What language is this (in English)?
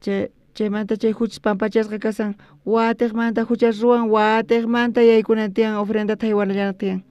South Bolivian Quechua